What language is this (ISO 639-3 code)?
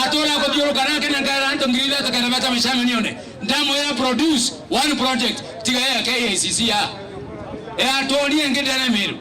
mer